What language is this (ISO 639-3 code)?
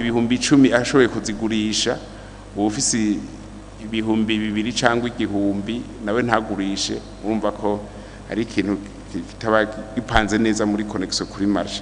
run